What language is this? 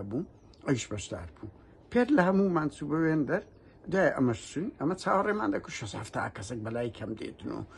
Central Kurdish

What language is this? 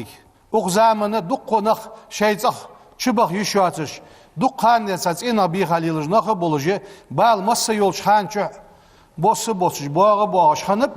Ingush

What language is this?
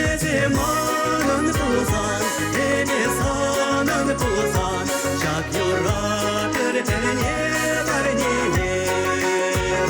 Chuvash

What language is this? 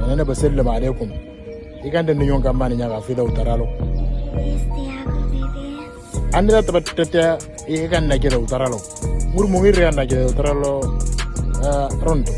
Moro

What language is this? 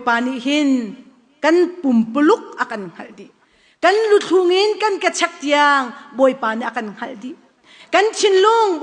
Hakha Chin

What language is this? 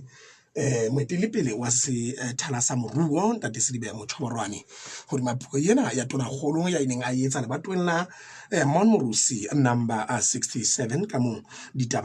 Southern Sotho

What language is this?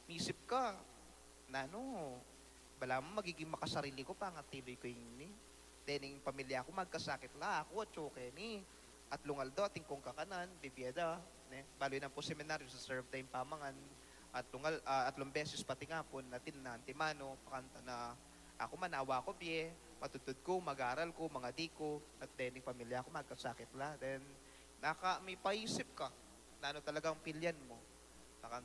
Pampanga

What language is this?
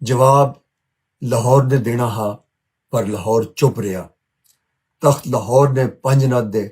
Western Panjabi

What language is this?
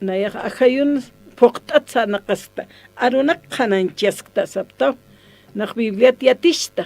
Aymara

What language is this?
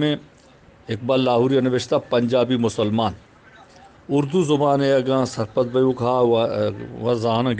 Eastern Balochi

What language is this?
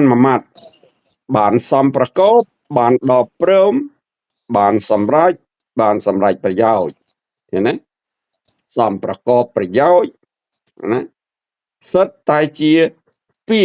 Khmer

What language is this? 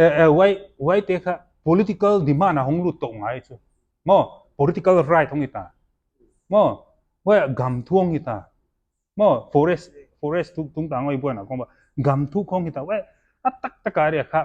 Paite Chin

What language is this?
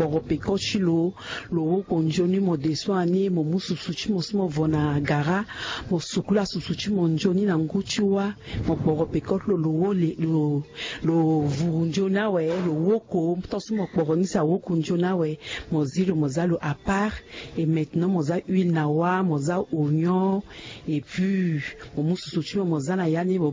Sango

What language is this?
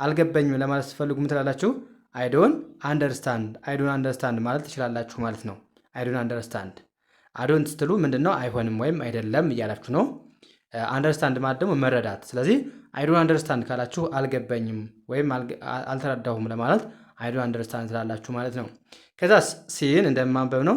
Amharic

